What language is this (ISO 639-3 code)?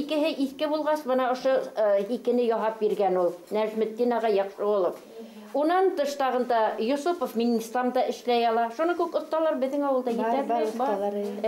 bak